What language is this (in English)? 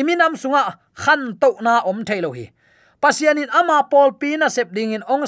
Tedim Chin